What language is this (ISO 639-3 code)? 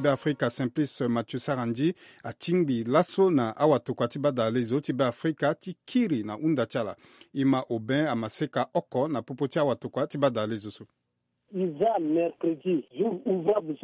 sag